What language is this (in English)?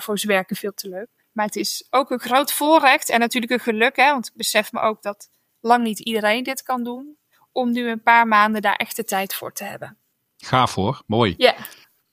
Dutch